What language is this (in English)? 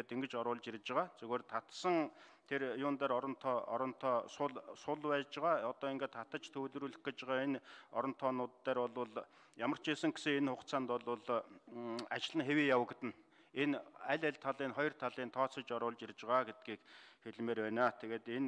Mongolian